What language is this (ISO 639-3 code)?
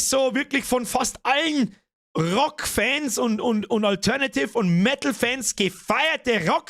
bar